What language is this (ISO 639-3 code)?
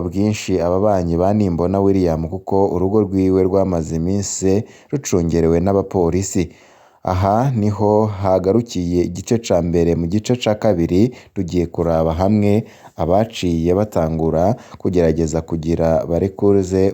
run